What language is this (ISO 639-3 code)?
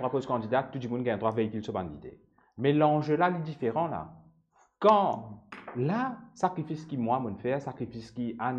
mfe